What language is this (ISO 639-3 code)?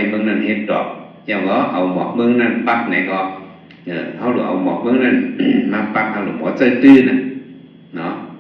shn